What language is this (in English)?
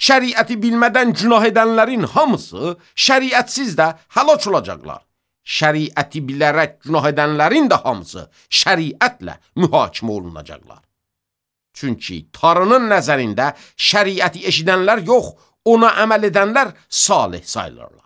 Azerbaijani